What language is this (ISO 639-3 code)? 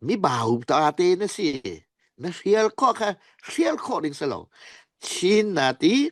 cfm